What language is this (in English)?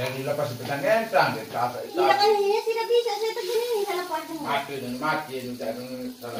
Sasak